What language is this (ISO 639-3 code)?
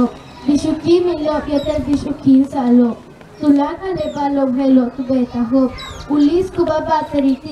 yua